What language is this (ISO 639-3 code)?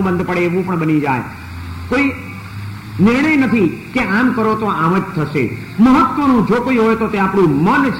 guj